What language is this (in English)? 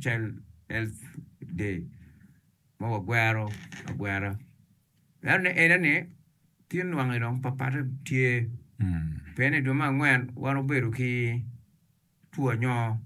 Acoli